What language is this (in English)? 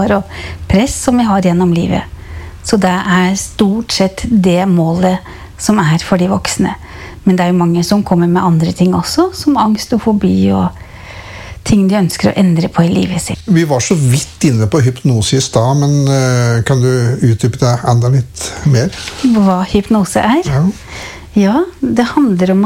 Norwegian